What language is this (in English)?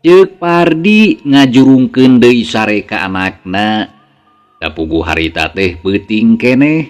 Sundanese